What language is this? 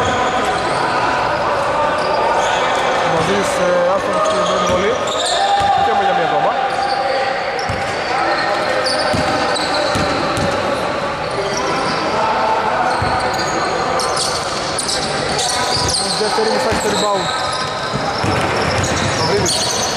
Greek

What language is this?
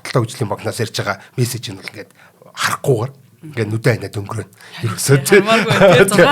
Mongolian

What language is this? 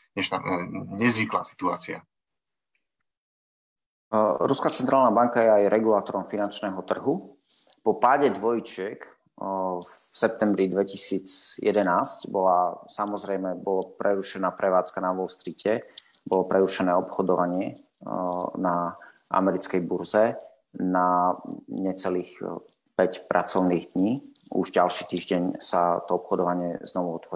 Slovak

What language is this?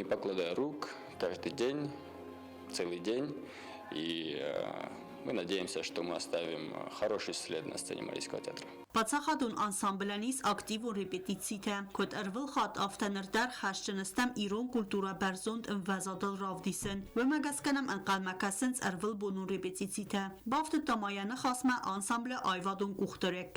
Ossetic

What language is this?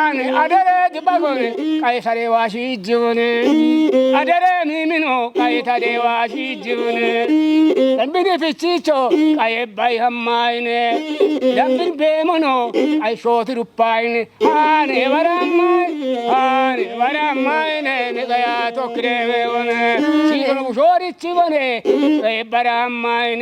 Kafa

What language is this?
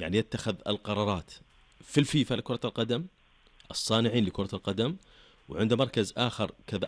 Najdi Arabic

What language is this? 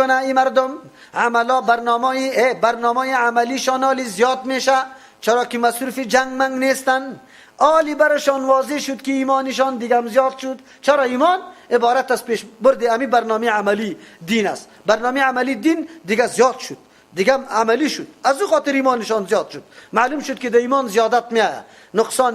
Persian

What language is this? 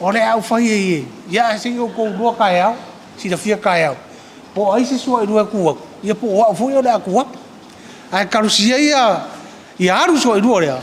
Samoan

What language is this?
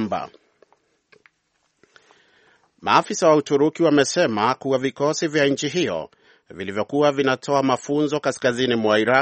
Swahili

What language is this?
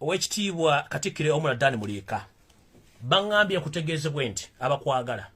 Ganda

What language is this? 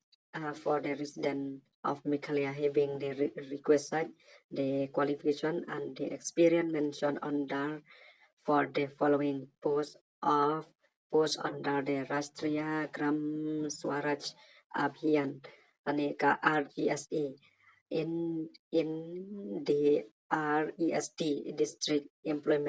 Khasi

